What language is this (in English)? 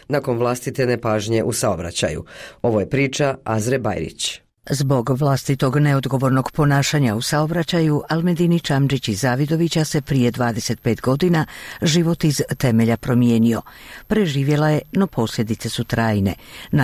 Bosnian